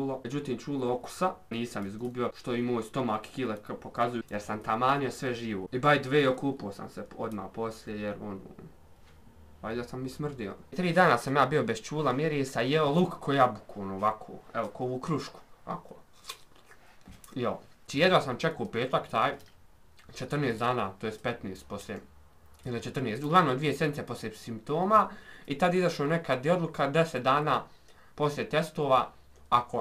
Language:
Bosnian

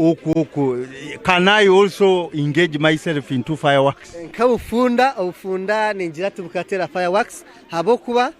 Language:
Nyankole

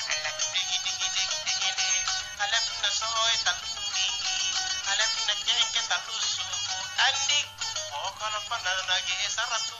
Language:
Makasar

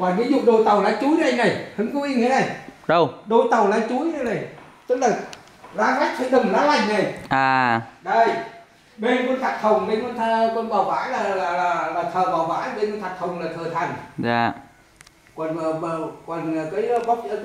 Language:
Vietnamese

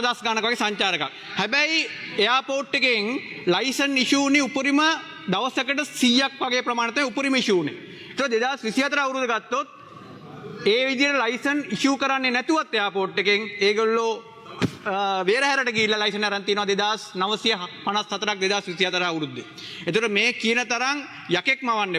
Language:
Sinhala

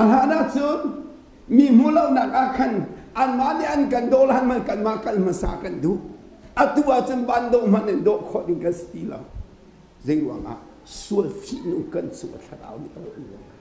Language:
Hakha Chin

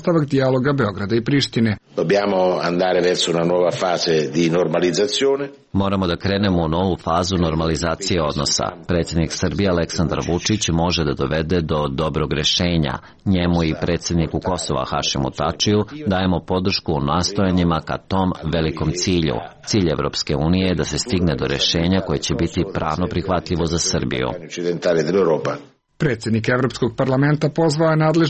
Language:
Serbian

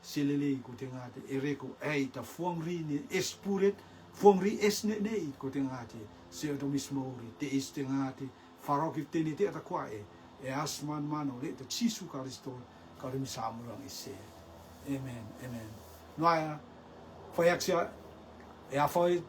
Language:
Rotuman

